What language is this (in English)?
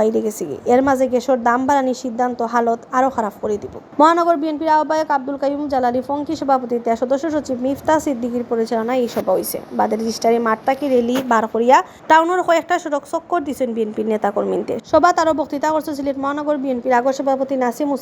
Sylheti